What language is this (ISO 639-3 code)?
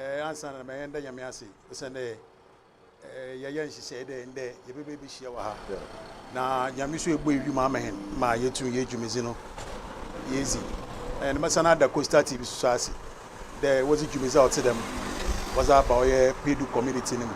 aka